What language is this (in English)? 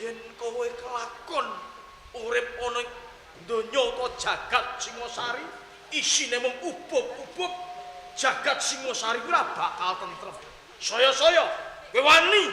Javanese